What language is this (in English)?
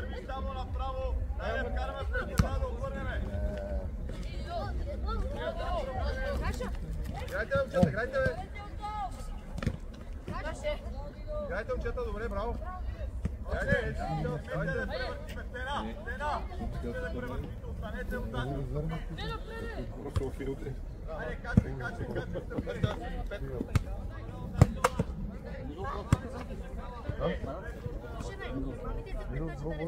Bulgarian